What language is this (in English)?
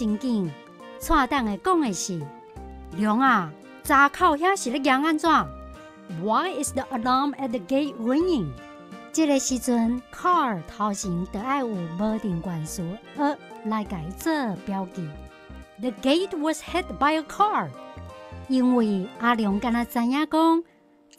Min Nan Chinese